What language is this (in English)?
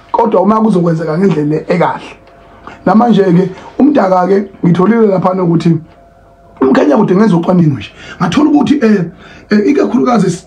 Zulu